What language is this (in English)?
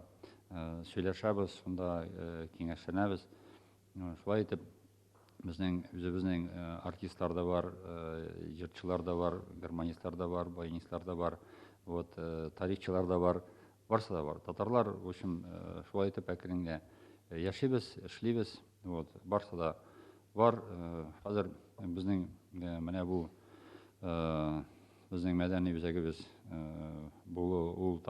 Tatar